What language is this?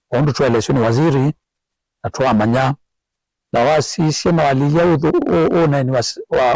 Kamba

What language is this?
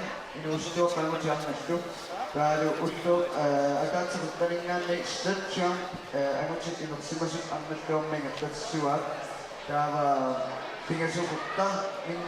Kalaallisut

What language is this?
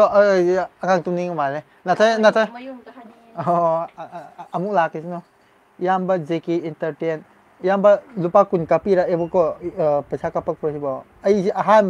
Manipuri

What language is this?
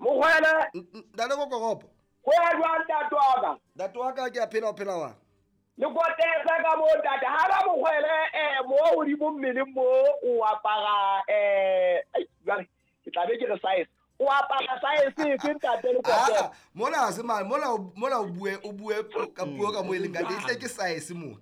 Southern Sotho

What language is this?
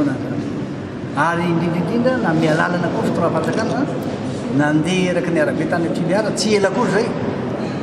Malagasy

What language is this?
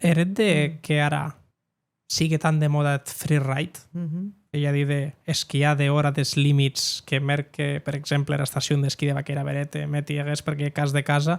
Occitan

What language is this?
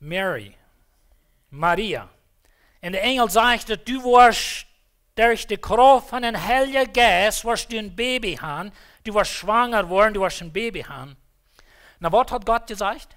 Plautdietsch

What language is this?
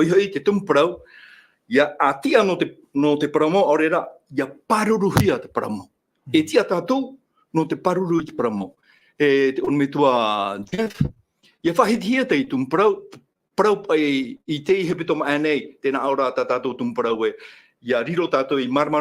Tahitian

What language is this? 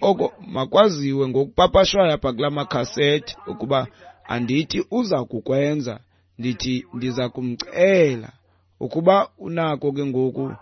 Xhosa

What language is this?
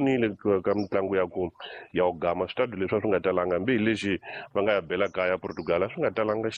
Tsonga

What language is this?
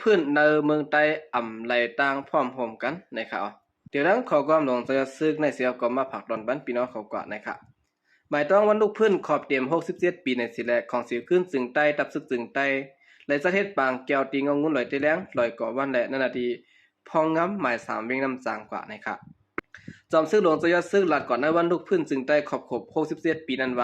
Shan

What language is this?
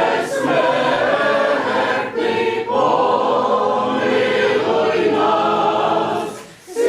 Rusyn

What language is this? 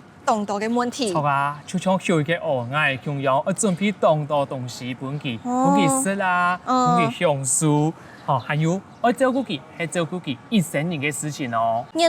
Hakka Chinese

